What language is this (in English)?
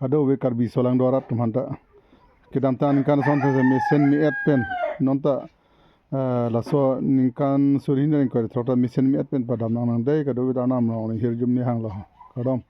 Karbi